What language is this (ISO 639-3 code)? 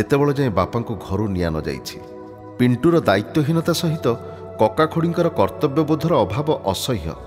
ori